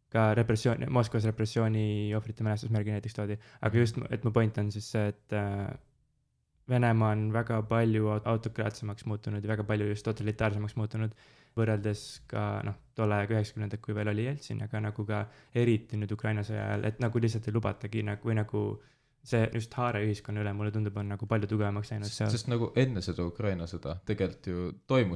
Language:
Estonian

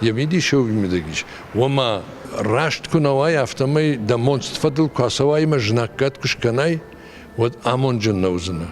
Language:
Ossetic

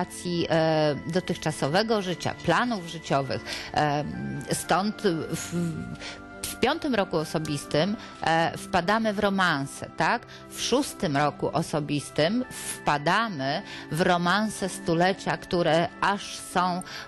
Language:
Polish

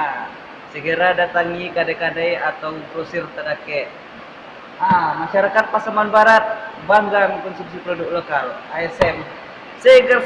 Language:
Minangkabau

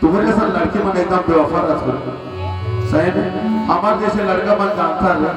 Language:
Chhattisgarhi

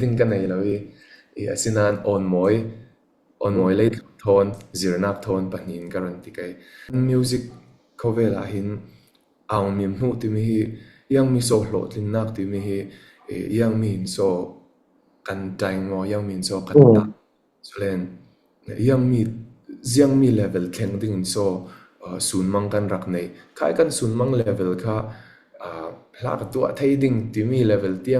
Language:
Falam Chin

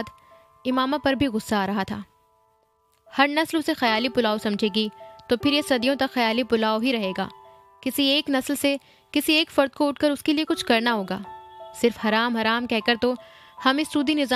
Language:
Urdu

